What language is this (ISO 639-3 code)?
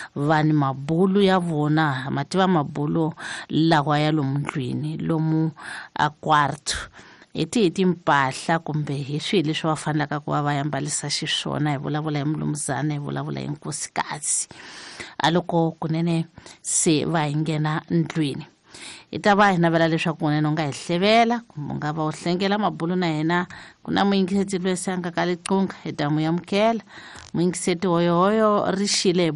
tso